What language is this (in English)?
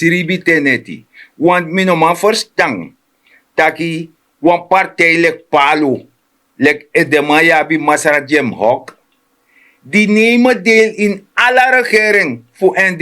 Sranan Tongo